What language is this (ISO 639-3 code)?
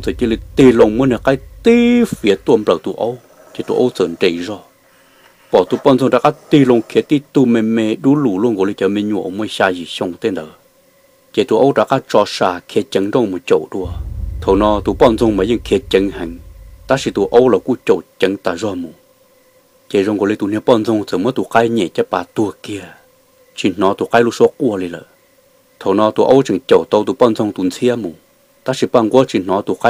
hmn